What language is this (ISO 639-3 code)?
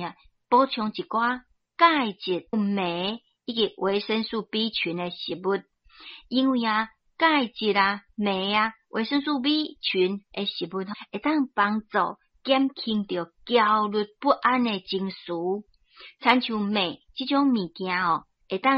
nan